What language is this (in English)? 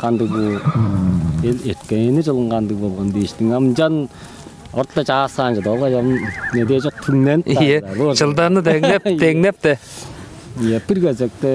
Tuvinian